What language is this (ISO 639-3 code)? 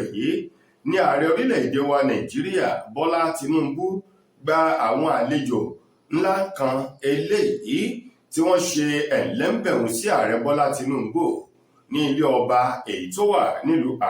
yor